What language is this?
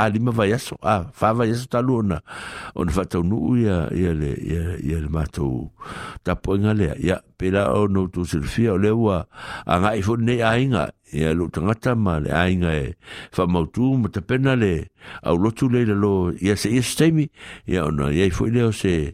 Samoan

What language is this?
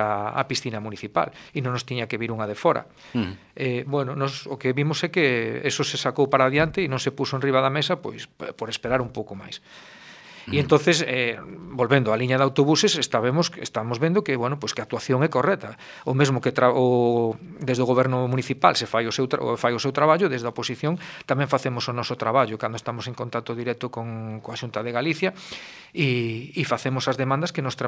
Galician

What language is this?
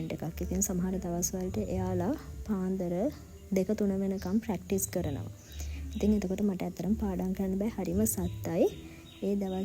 Sinhala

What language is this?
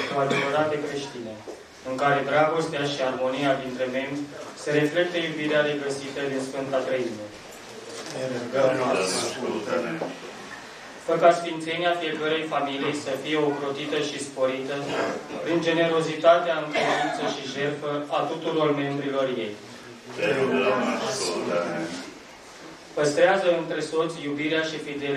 Romanian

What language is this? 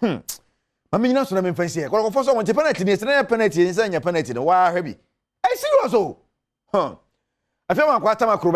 Akan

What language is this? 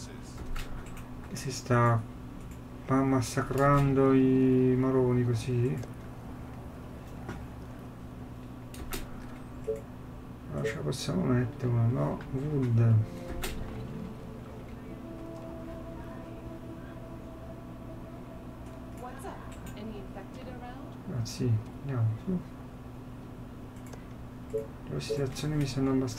Italian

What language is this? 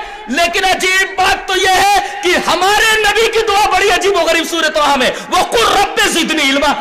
Urdu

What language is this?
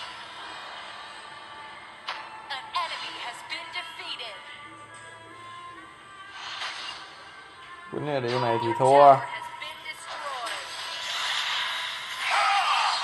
Vietnamese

